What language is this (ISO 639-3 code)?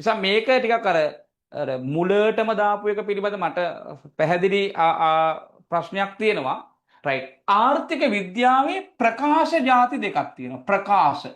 sin